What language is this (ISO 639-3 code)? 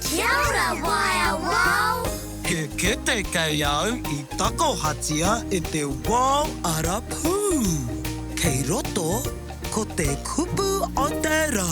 mri